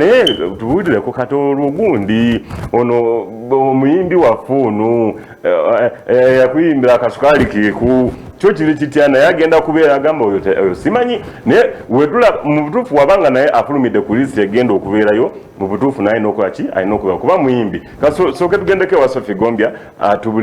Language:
Ganda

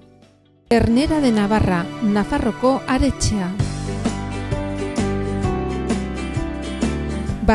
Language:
Basque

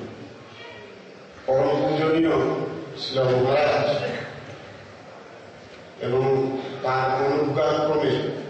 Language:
Bangla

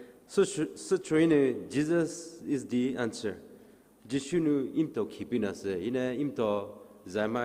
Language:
Poumei Naga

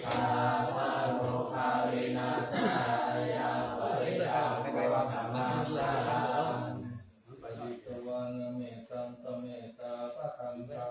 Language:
Pali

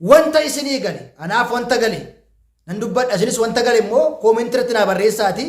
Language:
Oromo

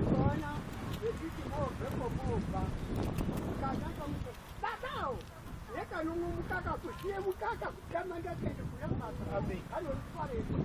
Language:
Shona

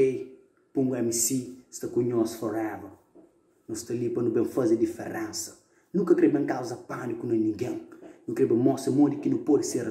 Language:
Kabuverdianu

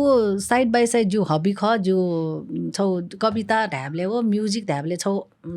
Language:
Newari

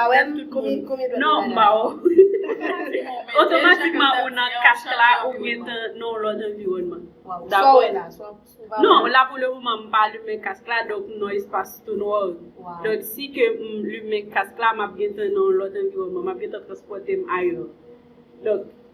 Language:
Haitian Creole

